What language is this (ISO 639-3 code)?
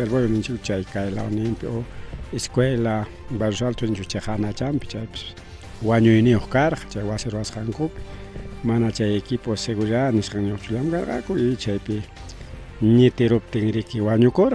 quy